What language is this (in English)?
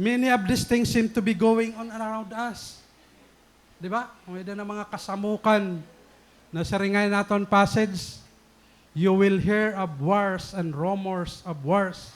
Waray